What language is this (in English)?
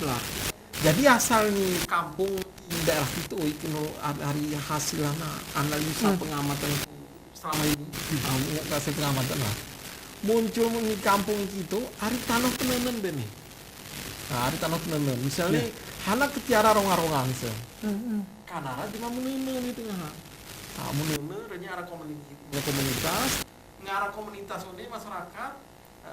Gayo